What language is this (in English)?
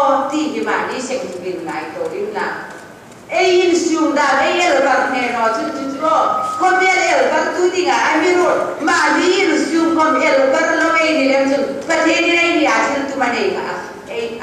Hmar